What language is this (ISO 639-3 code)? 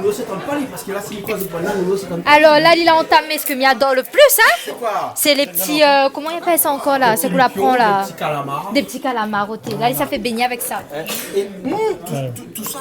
rcf